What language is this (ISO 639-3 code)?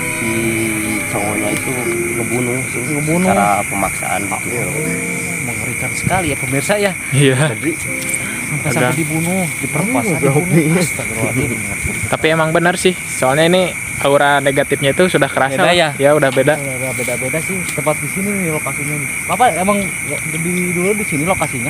ind